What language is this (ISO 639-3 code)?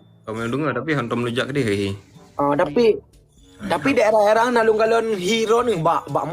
ace